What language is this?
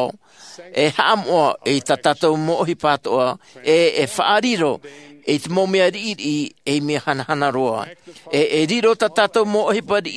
Tahitian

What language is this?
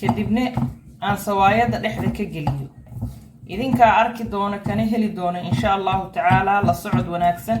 Somali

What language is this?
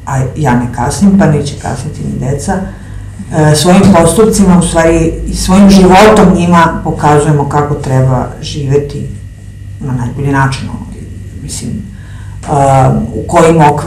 Serbian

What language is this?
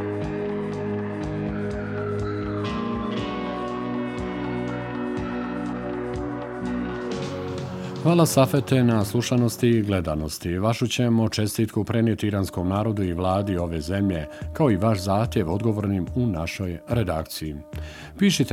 Bosnian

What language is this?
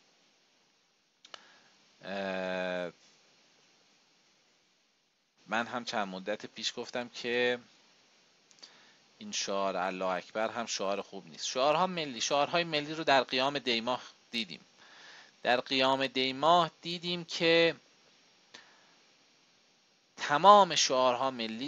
Persian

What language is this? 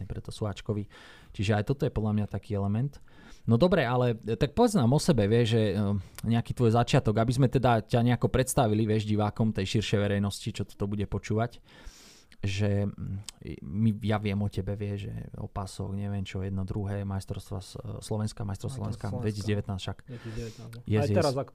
Slovak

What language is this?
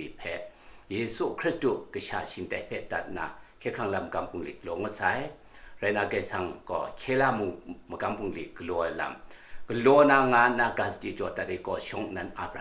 Kachin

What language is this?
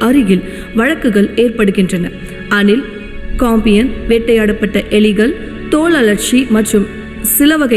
Tamil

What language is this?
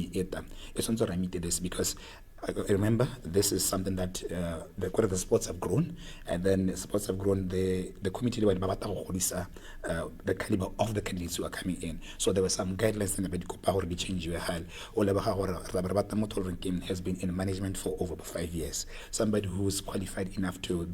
Tswana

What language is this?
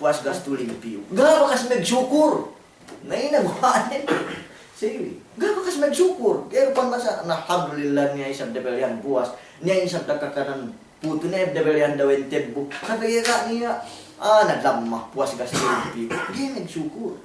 Yakan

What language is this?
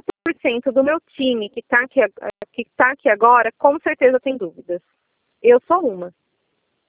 Portuguese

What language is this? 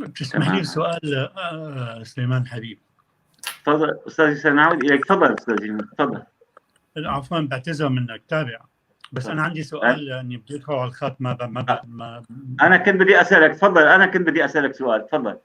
North Levantine Arabic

